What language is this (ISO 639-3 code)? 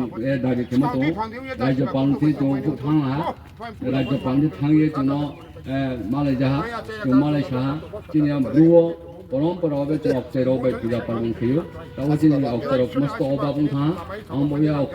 ria